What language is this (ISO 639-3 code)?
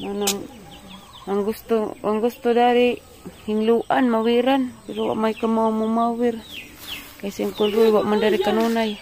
ceb